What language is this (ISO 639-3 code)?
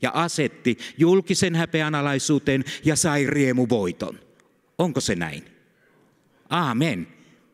fin